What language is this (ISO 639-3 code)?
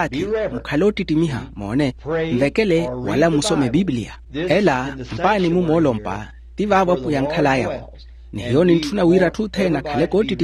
vmw